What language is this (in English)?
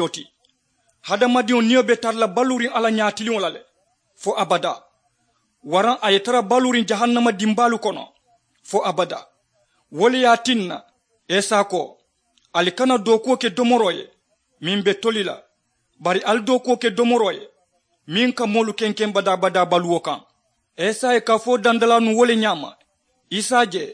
Mandingo